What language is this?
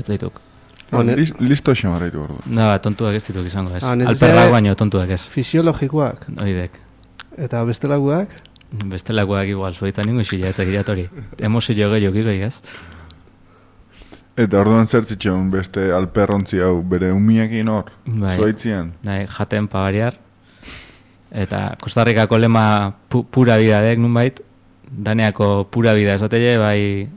Basque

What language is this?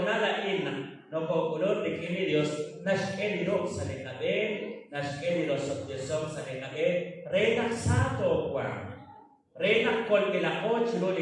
Kekchí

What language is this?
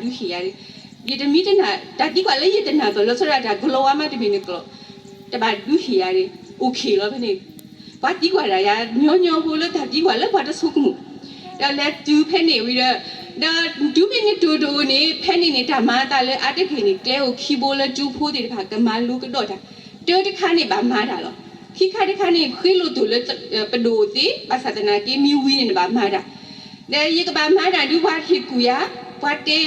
S'gaw Karen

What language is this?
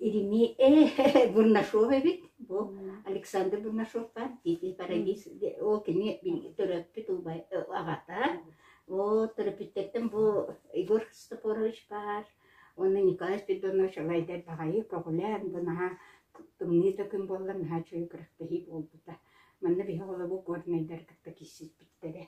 Yakut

